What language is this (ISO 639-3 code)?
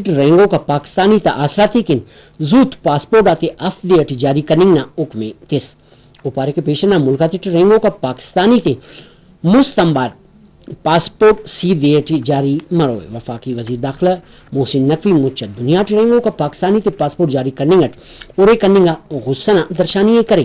brh